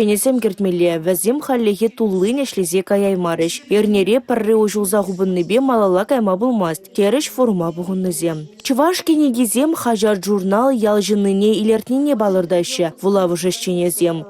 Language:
Chuvash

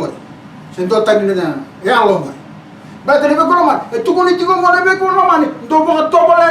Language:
Fijian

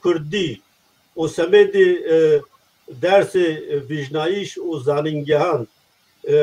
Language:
Zaza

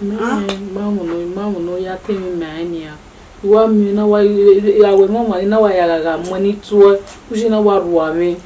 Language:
Bini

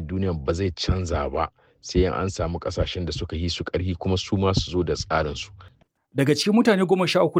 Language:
Hausa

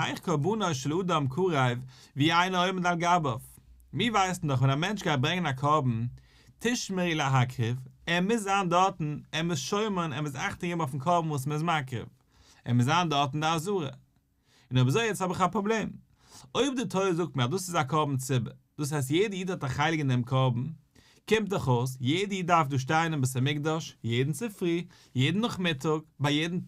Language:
Yiddish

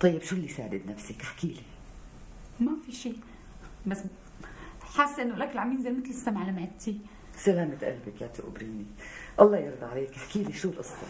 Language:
North Levantine Arabic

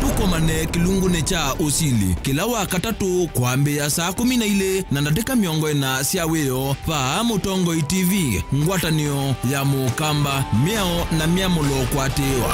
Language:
Kamba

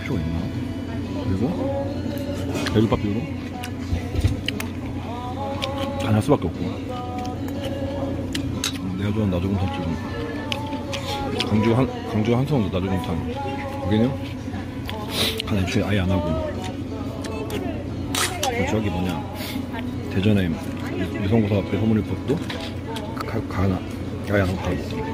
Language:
Korean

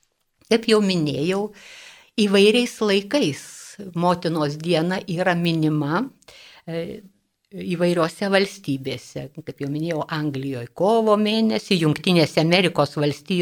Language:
Lithuanian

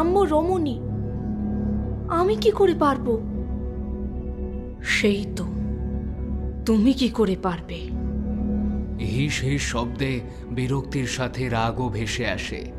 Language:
Bangla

